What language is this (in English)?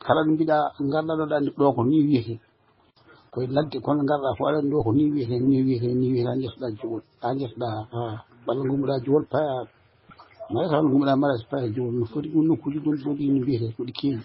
Fula